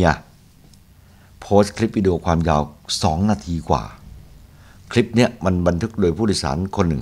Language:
Thai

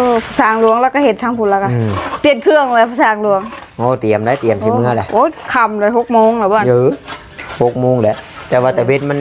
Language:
Northeastern Thai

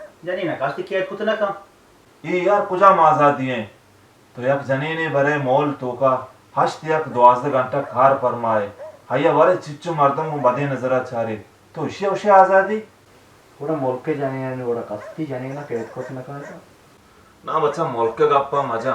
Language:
Baluchi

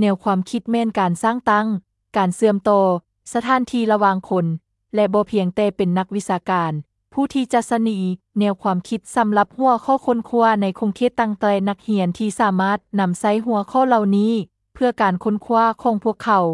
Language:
Lao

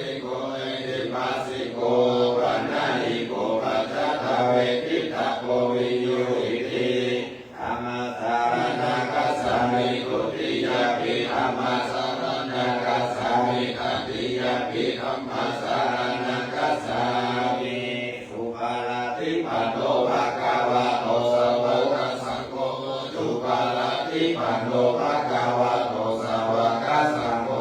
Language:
Pali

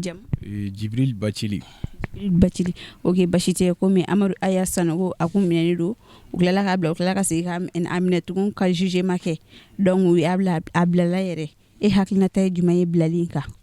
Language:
Bambara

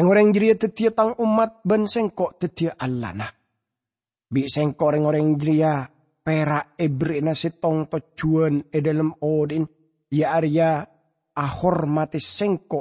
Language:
Madurese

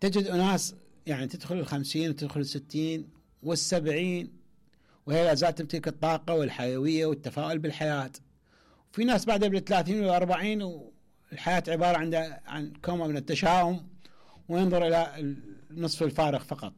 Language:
Mesopotamian Arabic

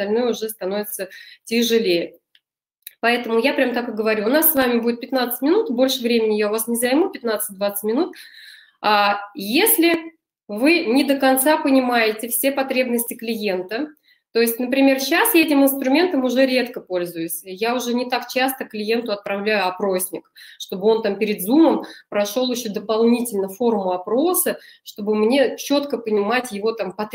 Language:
Russian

